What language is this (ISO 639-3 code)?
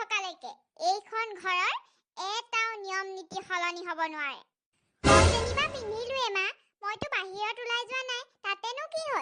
asm